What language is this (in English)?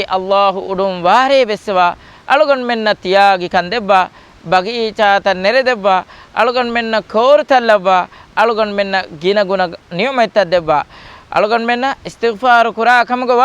Divehi